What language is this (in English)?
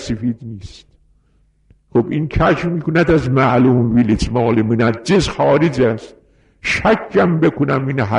Persian